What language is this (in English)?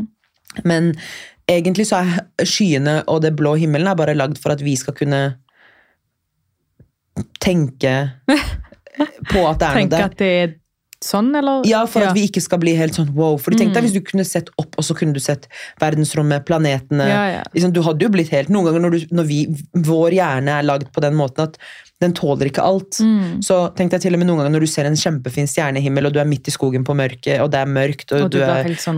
Norwegian